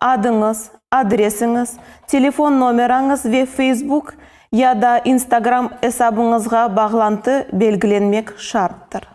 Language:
Crimean Tatar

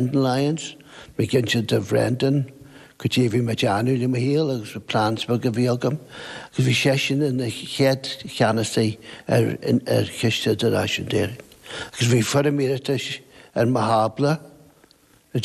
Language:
Irish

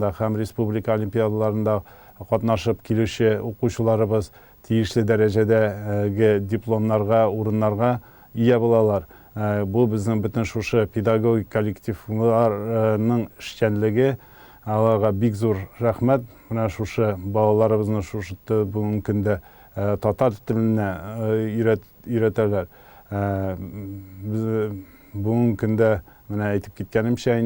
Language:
Tatar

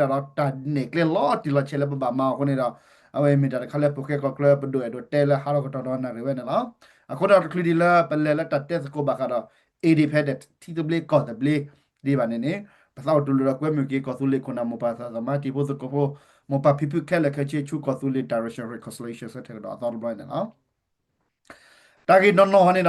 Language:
S'gaw Karen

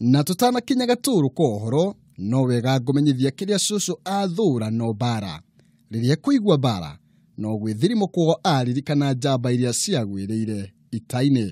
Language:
Kikuyu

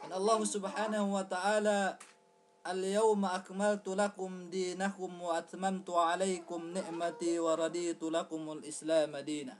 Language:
Yakan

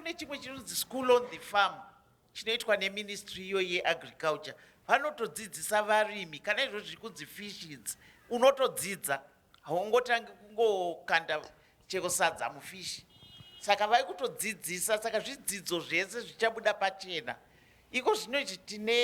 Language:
Shona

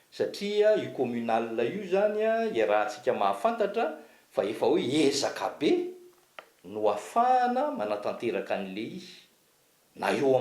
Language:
Malagasy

